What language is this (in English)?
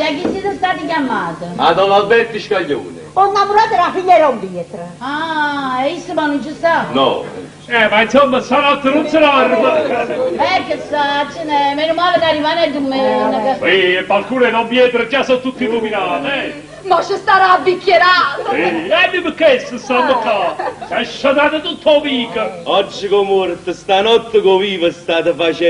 Neapolitan